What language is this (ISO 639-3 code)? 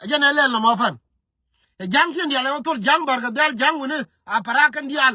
nus